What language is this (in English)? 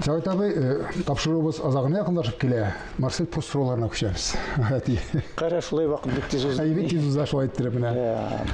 Tatar